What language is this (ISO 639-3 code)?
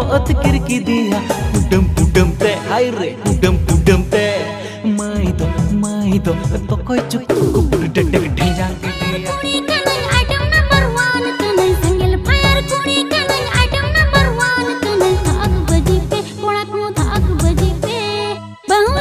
sat